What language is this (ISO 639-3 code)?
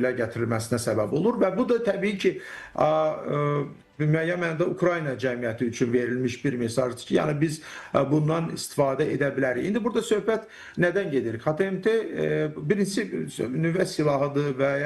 aze